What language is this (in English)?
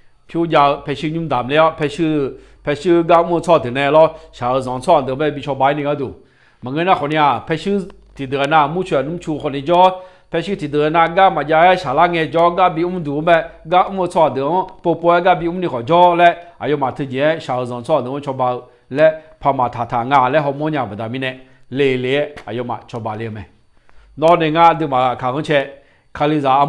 Akha